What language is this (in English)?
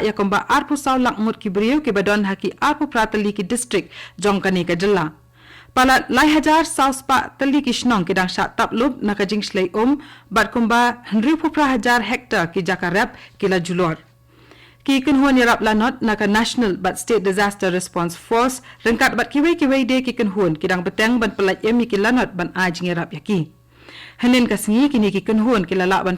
Khasi